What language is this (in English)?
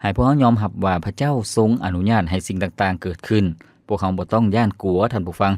Lao